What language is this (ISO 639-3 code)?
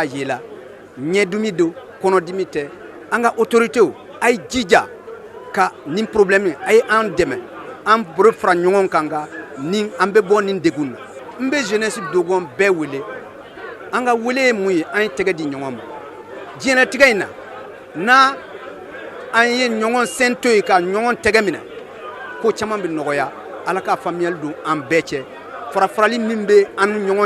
bam